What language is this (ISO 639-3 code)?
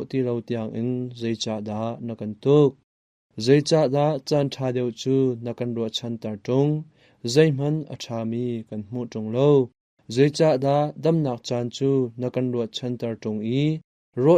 cnh